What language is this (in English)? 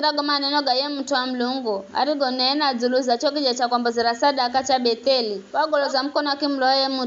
Giryama